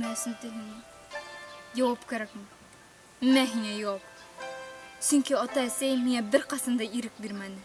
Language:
Bashkir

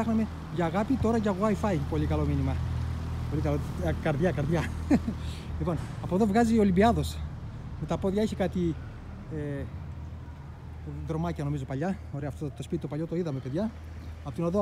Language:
Greek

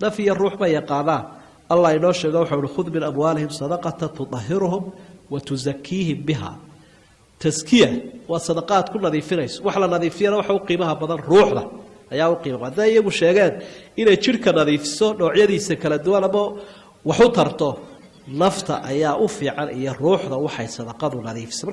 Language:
Somali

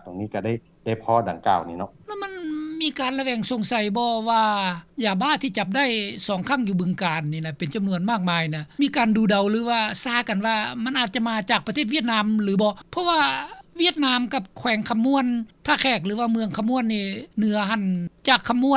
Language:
Lao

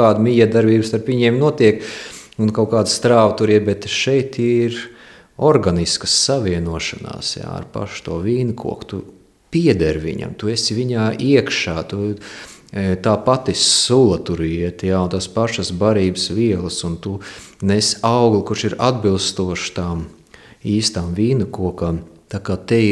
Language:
Latvian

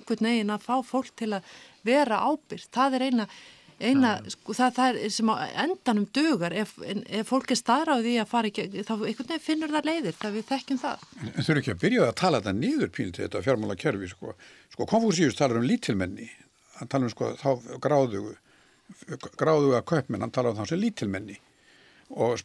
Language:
Icelandic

